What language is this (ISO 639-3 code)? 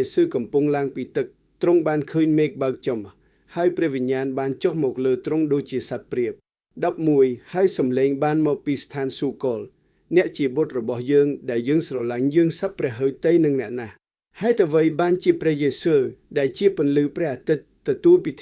khm